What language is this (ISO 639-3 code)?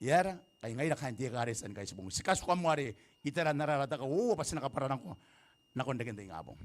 gil